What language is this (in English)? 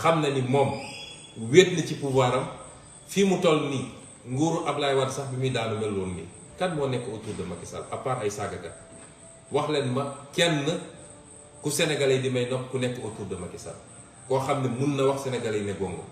Wolof